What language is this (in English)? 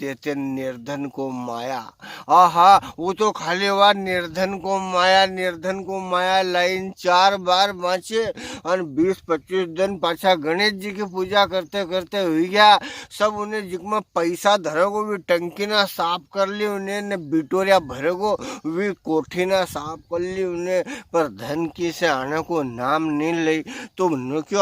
Rajasthani